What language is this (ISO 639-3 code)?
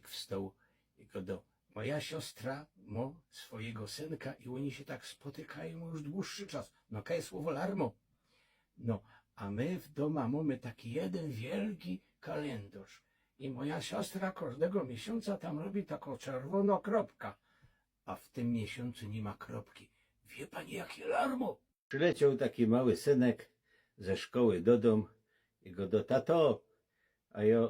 szl